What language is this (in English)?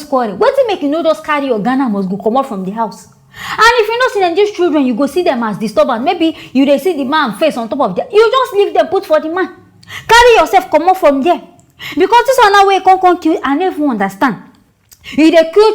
Nigerian Pidgin